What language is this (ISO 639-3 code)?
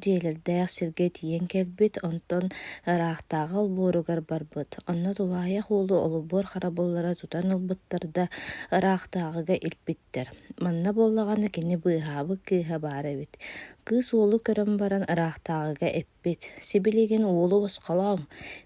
sah